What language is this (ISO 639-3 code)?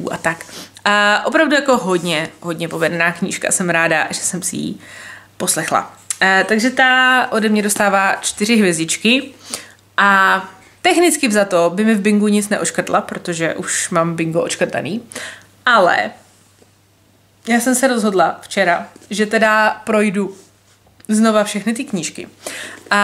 ces